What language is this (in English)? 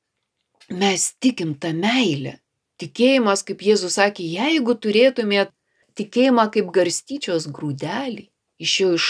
Lithuanian